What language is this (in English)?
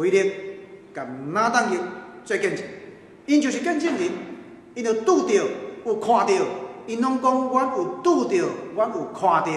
Min Nan Chinese